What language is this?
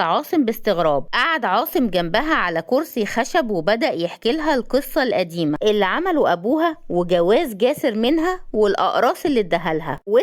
Egyptian Arabic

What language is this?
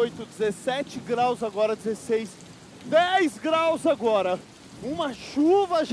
Portuguese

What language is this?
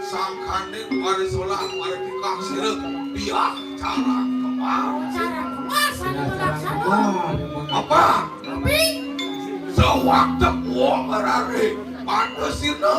Balinese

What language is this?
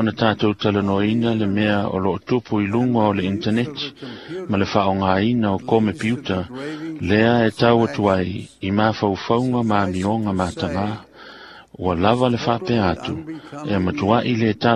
Samoan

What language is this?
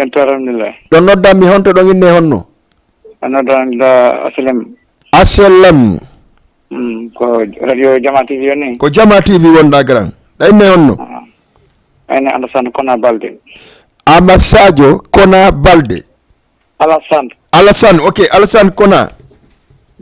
Fula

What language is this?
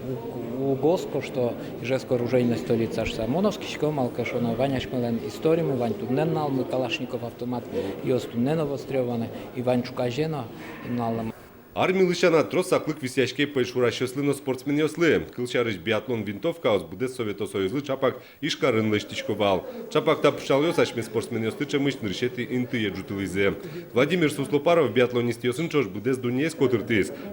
Udmurt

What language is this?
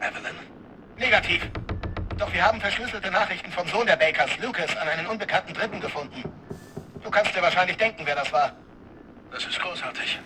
Bavarian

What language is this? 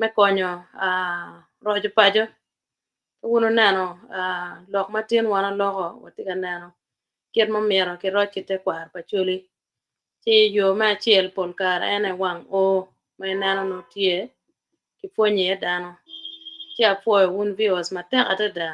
Acoli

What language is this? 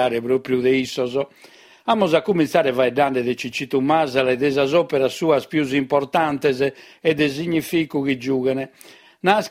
Sardinian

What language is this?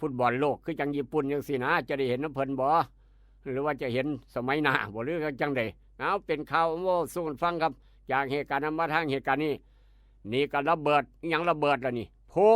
Northeastern Thai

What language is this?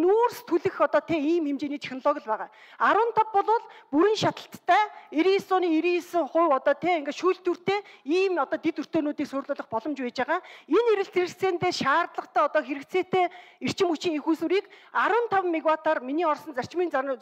Mongolian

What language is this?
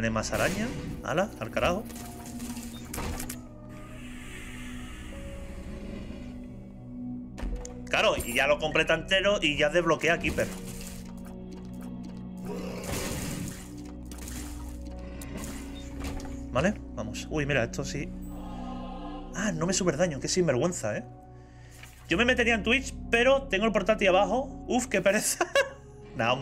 Spanish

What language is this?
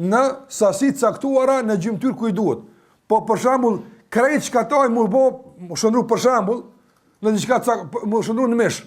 Albanian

